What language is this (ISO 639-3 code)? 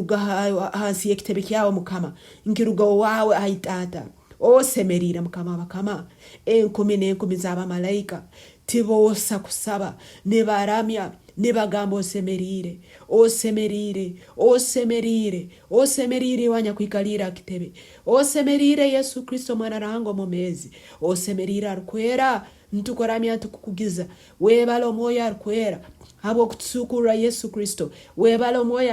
nyn